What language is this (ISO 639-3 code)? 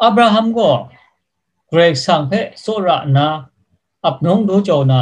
kac